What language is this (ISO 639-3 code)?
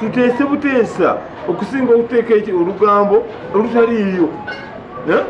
lug